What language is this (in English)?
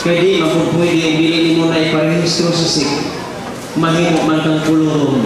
Cebuano